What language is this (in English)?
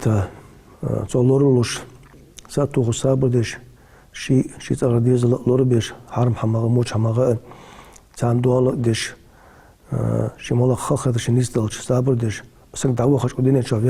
Ingush